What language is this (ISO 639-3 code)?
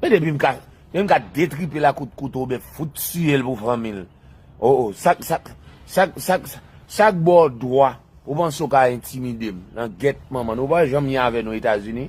hat